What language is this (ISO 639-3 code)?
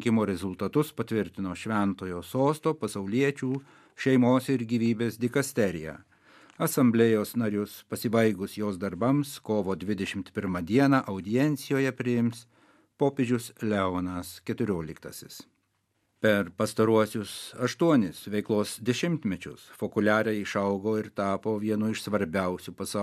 lit